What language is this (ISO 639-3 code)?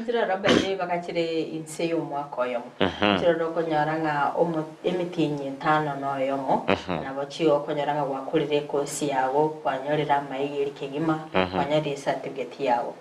guz